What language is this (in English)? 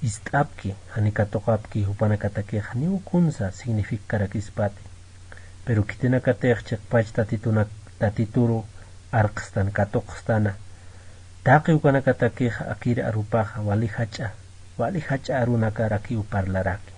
Aymara